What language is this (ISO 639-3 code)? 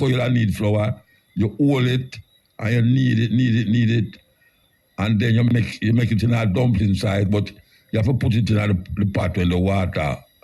jam